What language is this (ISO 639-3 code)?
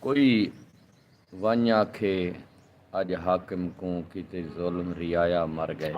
skr